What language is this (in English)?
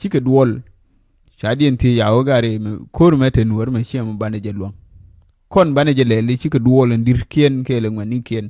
Nuer